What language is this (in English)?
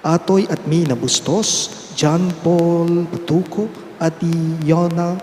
Pampanga